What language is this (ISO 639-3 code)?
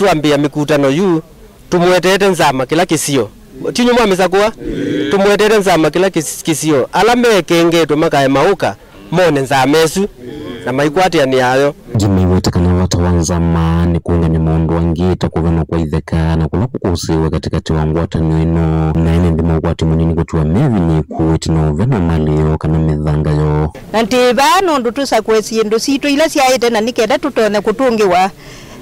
kam